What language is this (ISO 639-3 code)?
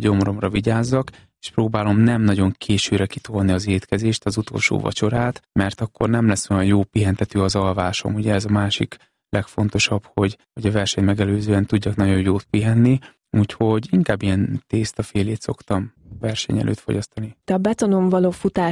hun